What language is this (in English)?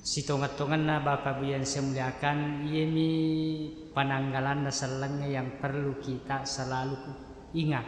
Buginese